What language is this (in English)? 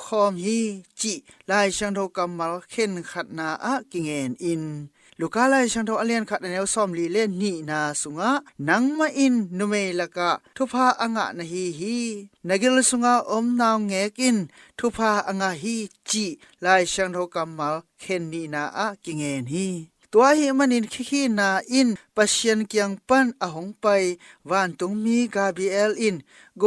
Tedim Chin